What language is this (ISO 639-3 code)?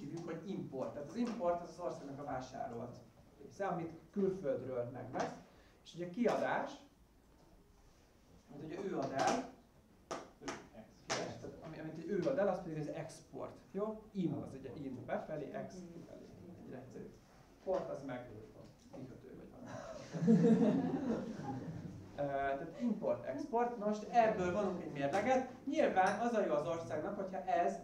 hun